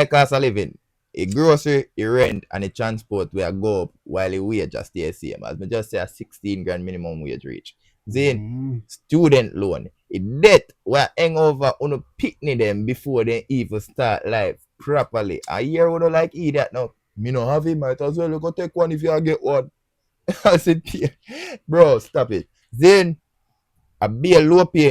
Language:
Jamaican Creole English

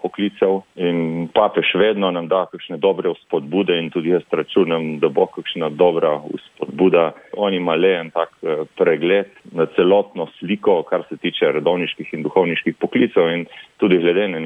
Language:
Slovenian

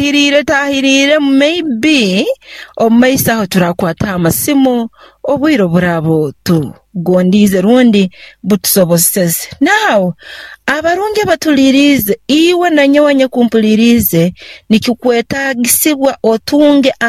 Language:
Nyoro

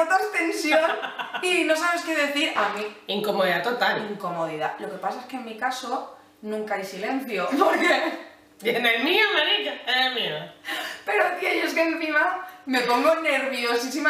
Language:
Spanish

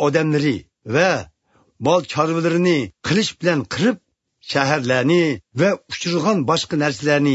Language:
Uyghur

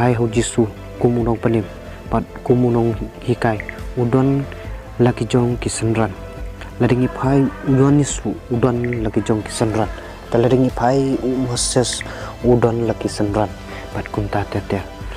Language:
Khasi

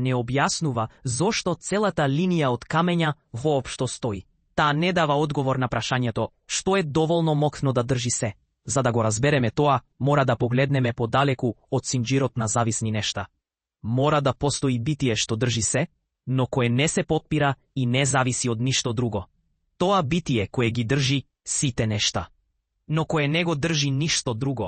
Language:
Macedonian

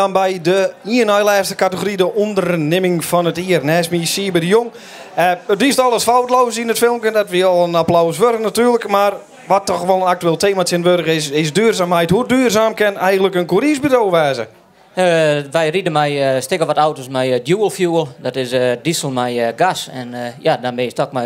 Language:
Western Frisian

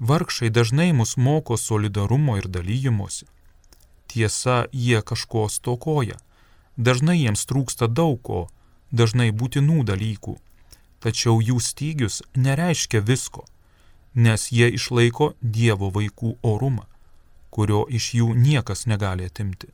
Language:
Lithuanian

